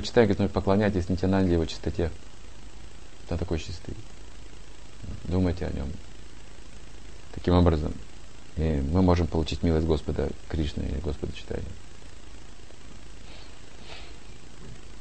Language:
Russian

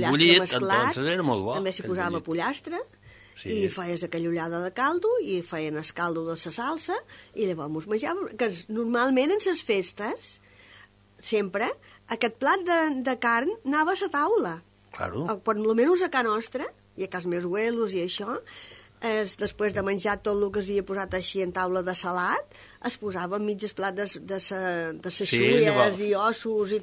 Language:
Catalan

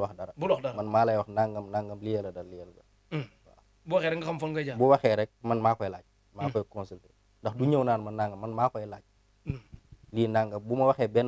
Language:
Wolof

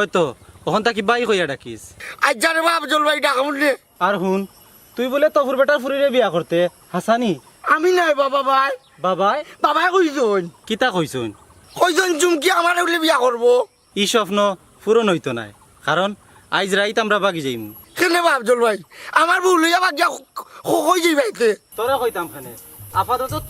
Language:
Sylheti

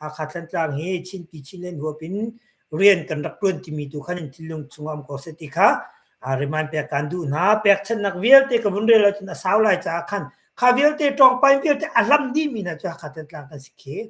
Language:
Hakha Chin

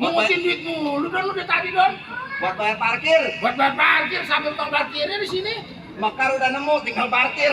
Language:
Betawi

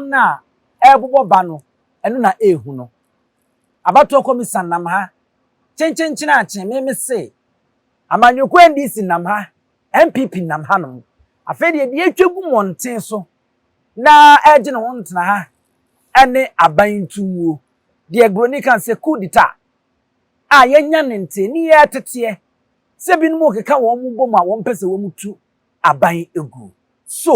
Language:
Akan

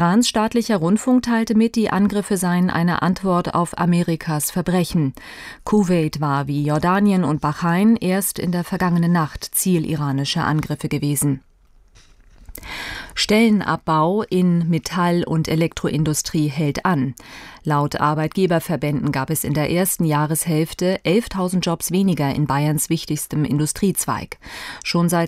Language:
German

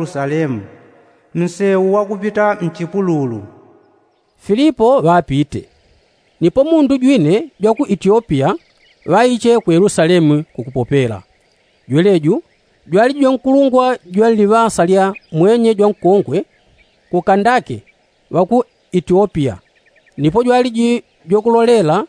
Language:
Yao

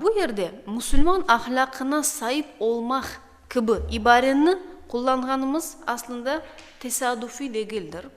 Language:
Crimean Tatar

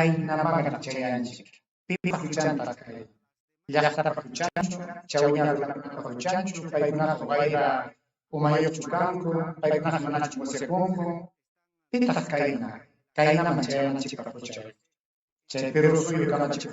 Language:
Ayacucho Quechua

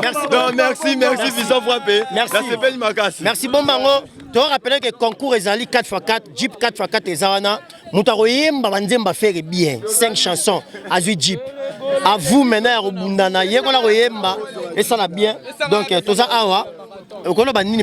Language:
Lingala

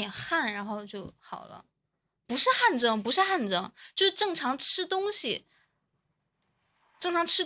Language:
Chinese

